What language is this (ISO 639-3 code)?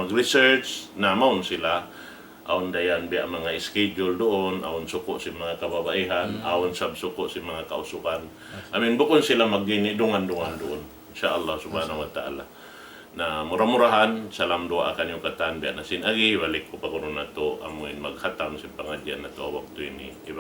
tsg